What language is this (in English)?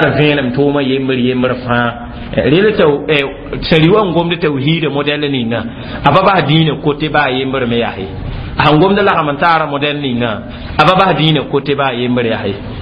Mossi